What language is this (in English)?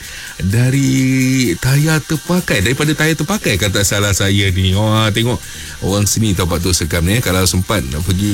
Malay